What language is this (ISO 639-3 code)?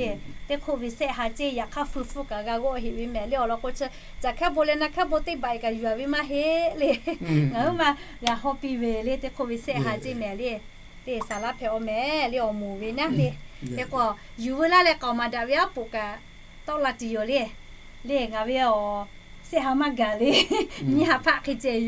lhu